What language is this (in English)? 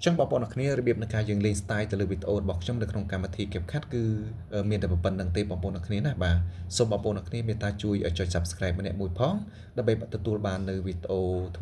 Khmer